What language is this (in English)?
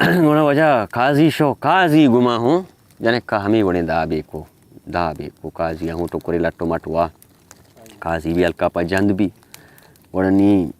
Baluchi